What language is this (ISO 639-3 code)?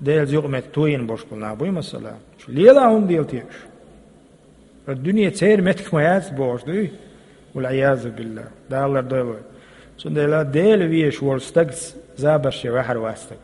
che